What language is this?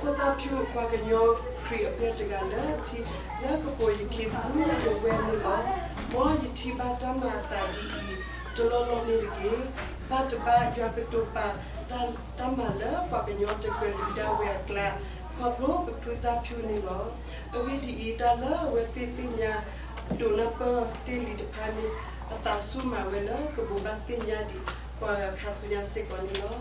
S'gaw Karen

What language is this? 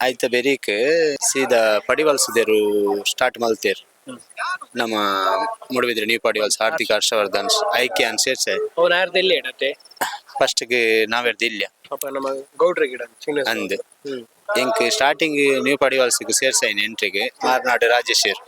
Tulu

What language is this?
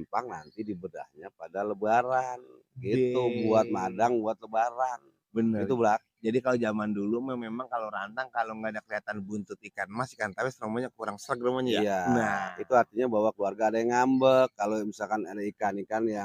Betawi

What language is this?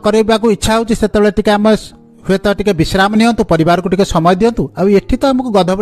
Odia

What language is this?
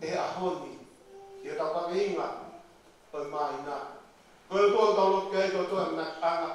Tongan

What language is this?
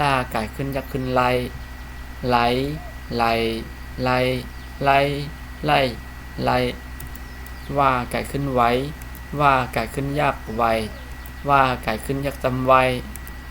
Shan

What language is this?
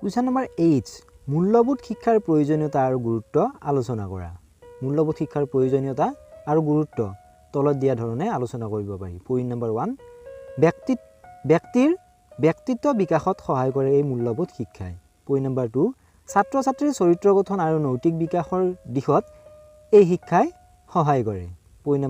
Assamese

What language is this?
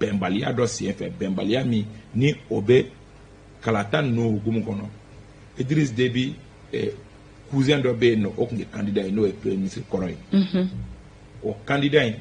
Bambara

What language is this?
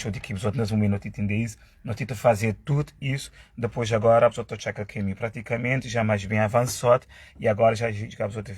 Kabuverdianu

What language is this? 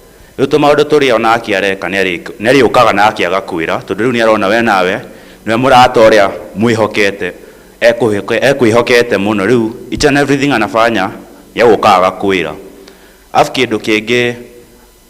Kikuyu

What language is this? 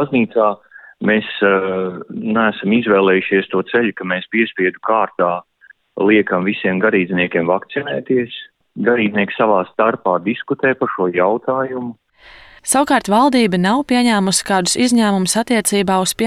Latvian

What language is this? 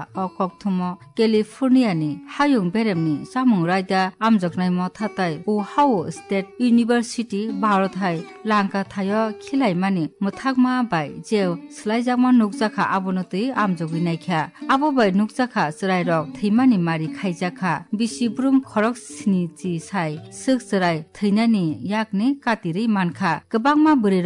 Kok Borok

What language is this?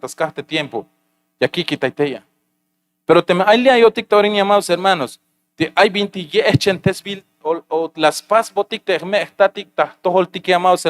Tzeltal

